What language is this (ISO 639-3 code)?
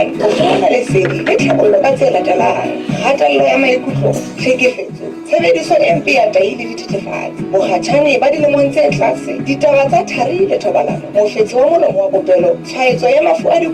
sot